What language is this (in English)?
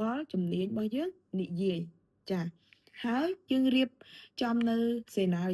Khmer